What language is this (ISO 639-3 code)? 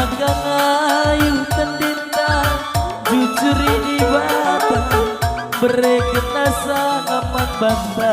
btx